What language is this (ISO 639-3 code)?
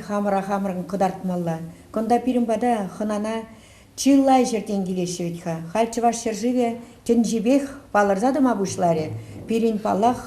chv